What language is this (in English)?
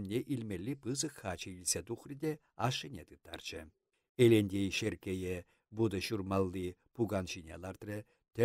Chuvash